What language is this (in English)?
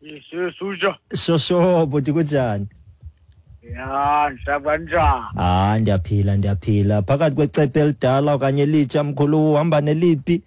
Xhosa